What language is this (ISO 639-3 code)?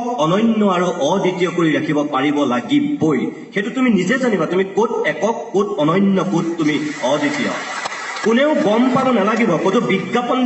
asm